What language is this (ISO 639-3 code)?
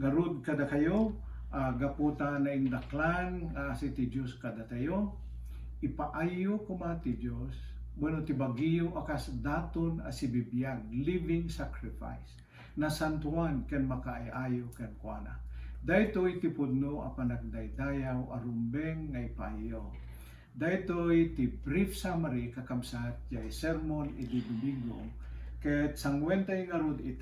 ilo